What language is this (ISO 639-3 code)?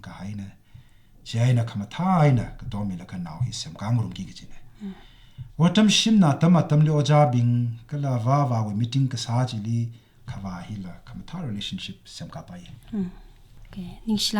nmf